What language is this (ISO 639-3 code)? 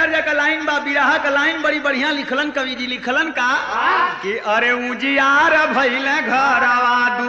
bho